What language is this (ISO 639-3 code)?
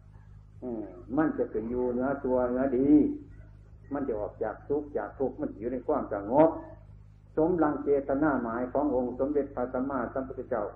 tha